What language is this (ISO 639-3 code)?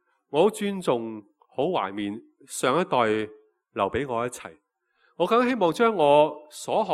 yue